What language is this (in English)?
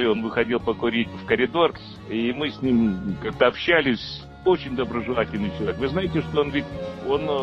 Russian